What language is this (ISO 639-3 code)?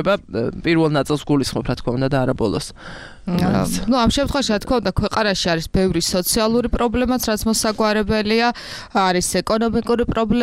kat